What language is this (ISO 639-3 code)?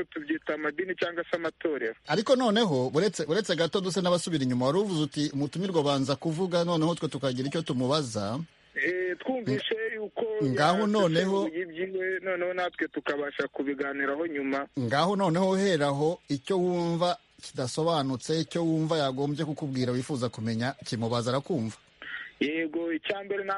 kin